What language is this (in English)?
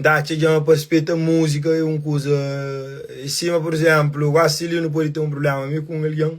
Kabuverdianu